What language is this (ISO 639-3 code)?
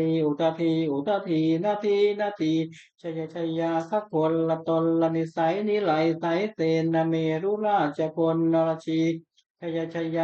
pli